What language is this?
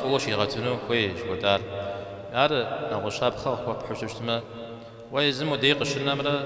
Kabardian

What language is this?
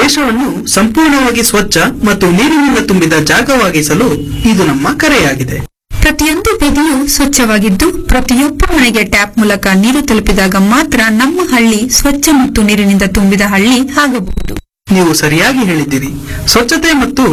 Kannada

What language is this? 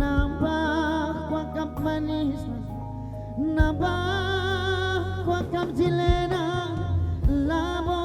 Batak Karo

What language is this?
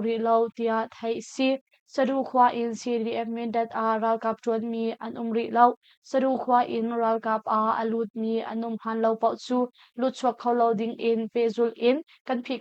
Hakha Chin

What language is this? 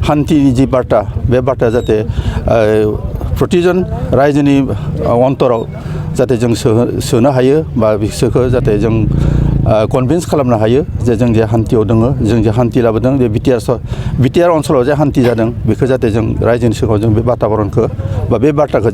Bodo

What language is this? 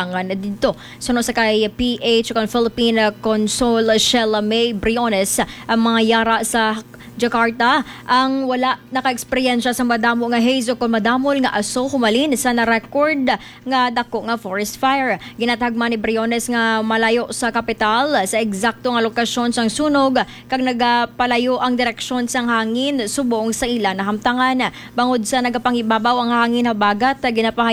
Hiligaynon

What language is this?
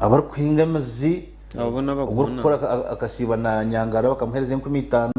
Nyankole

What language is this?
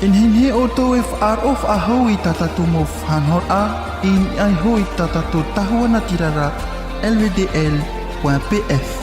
Tahitian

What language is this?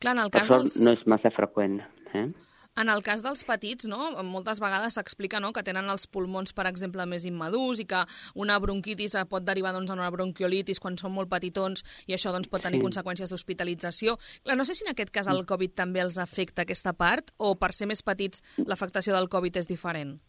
Catalan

